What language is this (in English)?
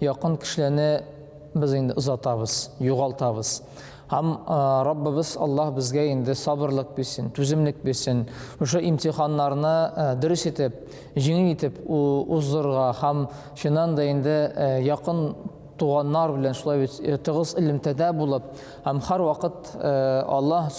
Tatar